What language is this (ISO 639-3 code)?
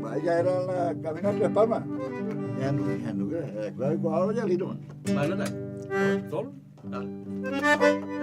grn